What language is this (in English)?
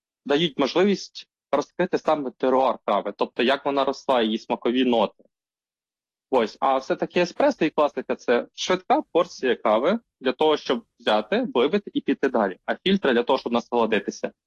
Ukrainian